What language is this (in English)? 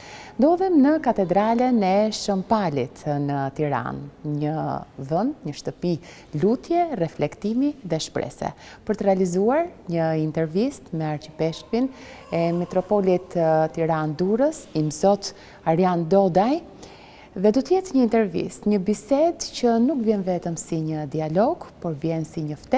Albanian